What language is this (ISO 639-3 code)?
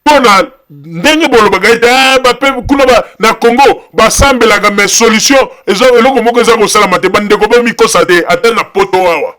lin